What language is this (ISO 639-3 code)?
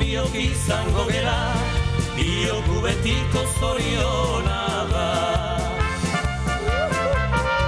eus